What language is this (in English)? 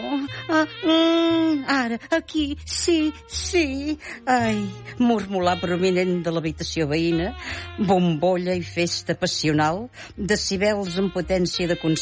Catalan